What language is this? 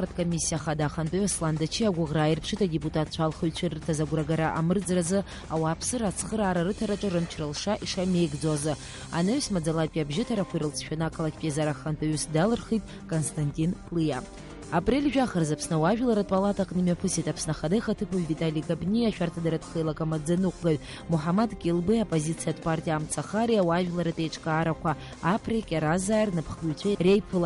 Abkhazian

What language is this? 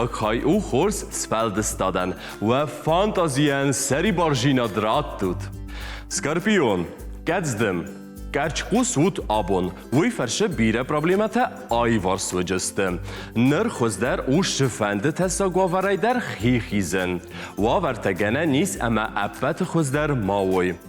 Ossetic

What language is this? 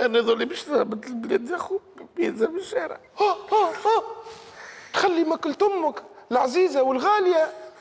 Tunisian Arabic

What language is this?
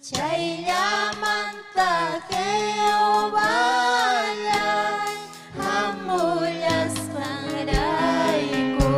Ayacucho Quechua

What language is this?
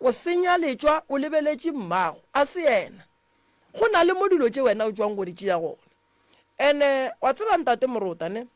Northern Sotho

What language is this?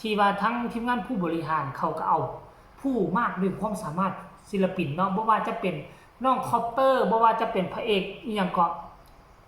Northeastern Thai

